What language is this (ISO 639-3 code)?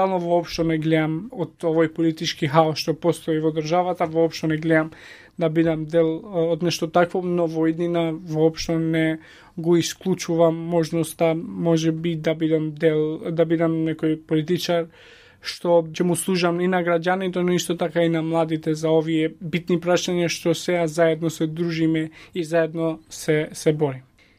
mkd